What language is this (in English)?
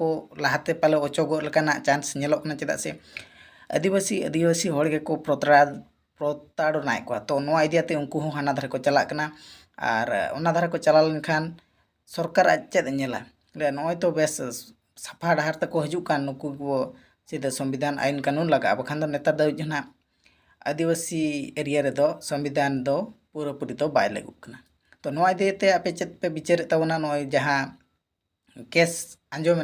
Santali